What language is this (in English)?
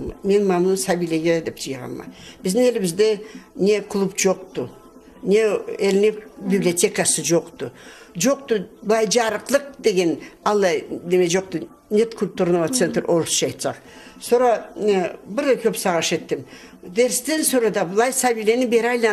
Karachay-Balkar